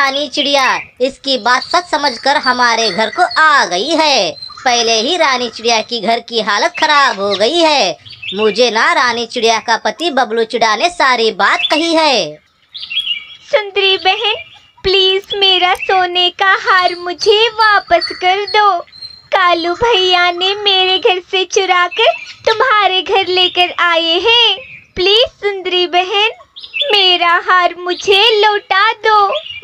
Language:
Hindi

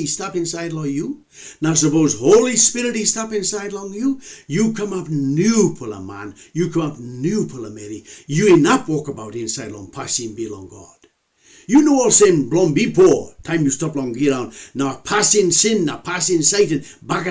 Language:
Tok Pisin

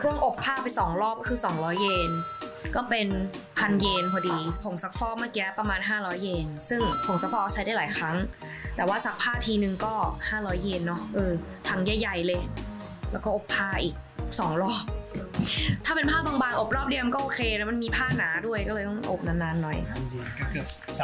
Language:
Thai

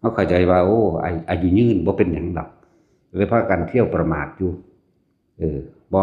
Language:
Northeastern Thai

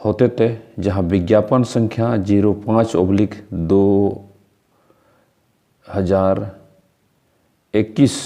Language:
Santali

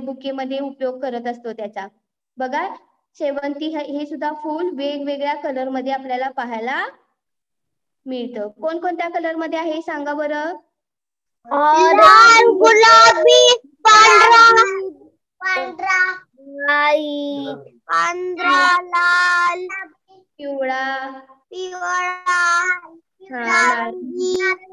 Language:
Marathi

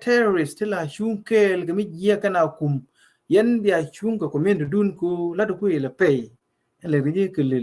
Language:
Nuer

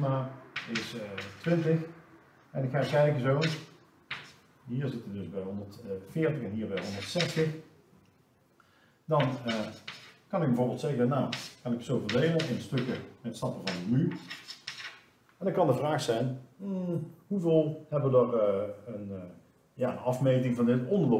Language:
Dutch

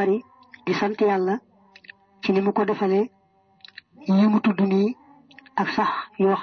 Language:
Wolof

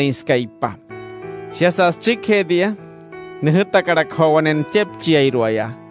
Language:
Wayuu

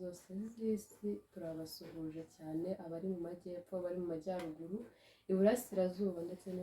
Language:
Kinyarwanda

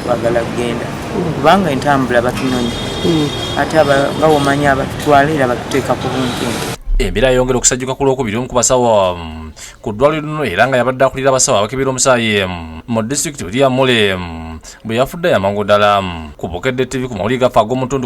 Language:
Ganda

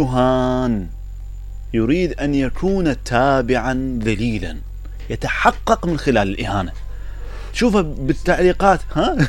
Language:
Mesopotamian Arabic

